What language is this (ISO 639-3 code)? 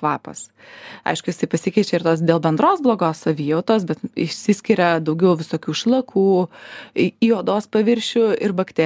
lit